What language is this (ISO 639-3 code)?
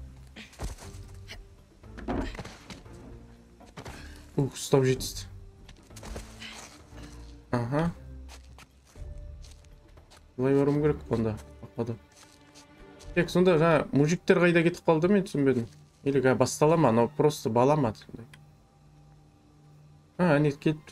kaz